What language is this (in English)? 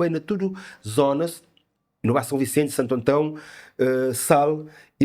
Kabuverdianu